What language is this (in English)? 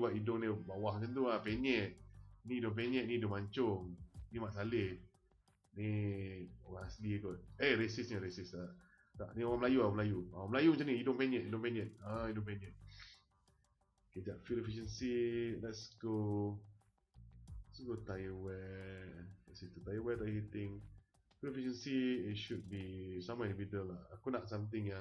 Malay